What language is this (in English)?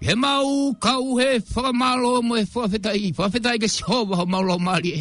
Tongan